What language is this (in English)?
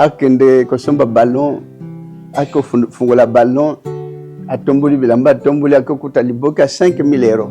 Lingala